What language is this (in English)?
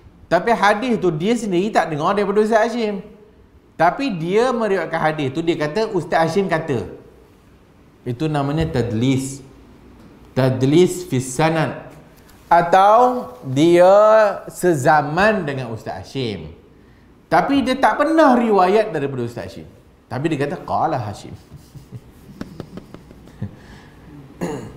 Malay